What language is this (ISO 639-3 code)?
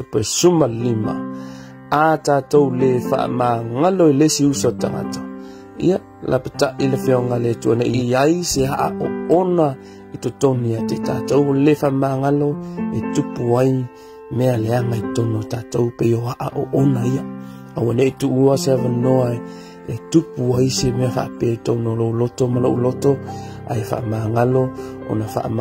smo